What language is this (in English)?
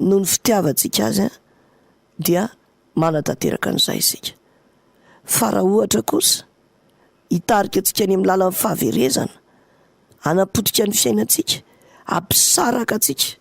Malagasy